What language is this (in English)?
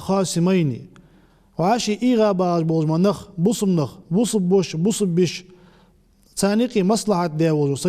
Ingush